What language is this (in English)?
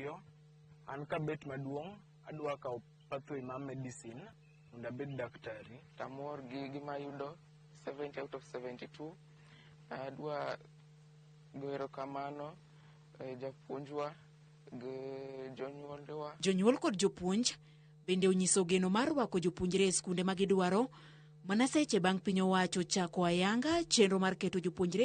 Luo (Kenya and Tanzania)